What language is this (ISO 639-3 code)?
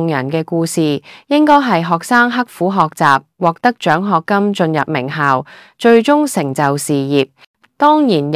yue